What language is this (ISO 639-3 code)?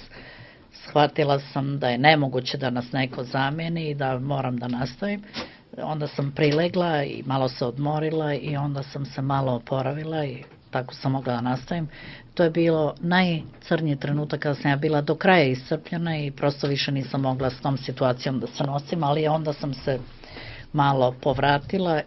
srp